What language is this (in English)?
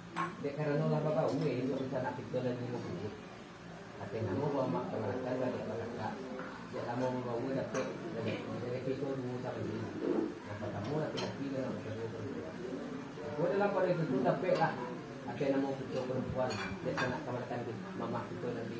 Minangkabau